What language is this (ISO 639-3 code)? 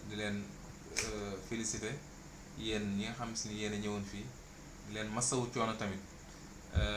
wol